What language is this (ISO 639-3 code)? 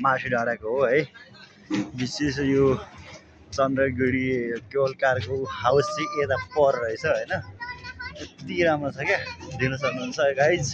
nep